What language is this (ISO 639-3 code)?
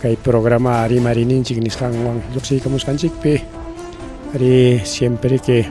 quy